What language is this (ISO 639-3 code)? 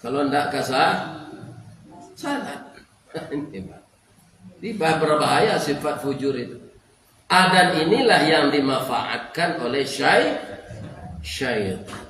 min